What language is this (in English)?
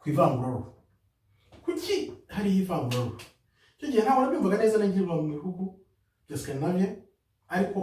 Kinyarwanda